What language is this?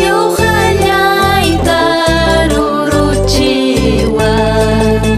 Ayacucho Quechua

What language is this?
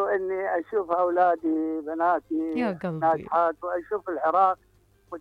Mesopotamian Arabic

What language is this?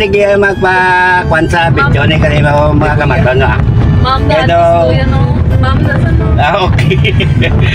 Hiligaynon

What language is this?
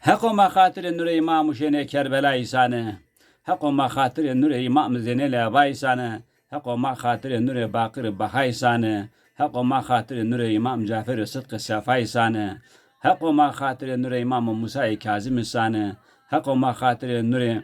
Zaza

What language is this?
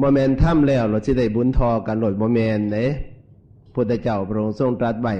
Northeastern Thai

